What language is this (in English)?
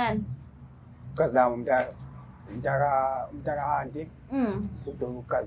Zulu